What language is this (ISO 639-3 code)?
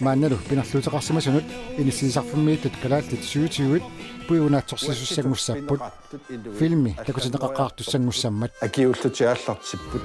kal